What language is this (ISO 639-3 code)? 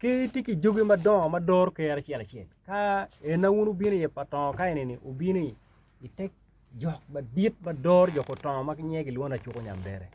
ach